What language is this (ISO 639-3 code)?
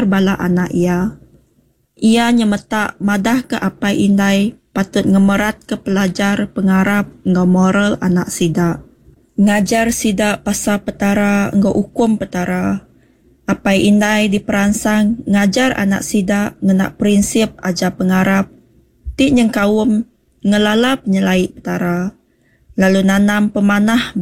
iba